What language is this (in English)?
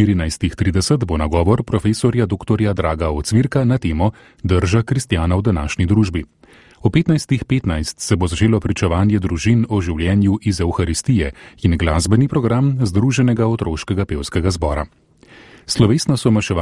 Slovenian